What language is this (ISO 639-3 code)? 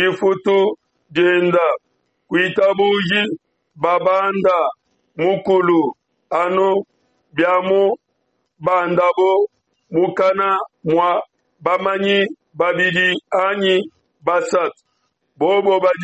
lua